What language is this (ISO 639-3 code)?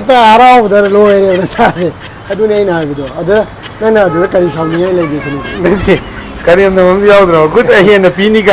mni